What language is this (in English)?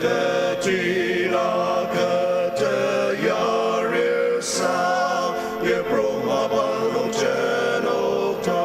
Ao Naga